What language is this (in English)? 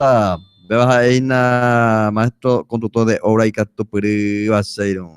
Guarani